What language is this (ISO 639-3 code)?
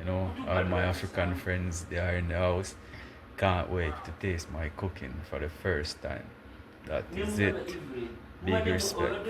jam